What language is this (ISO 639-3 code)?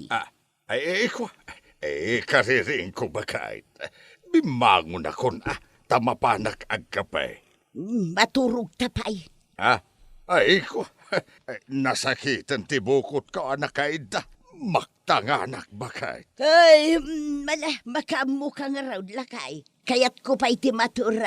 ilo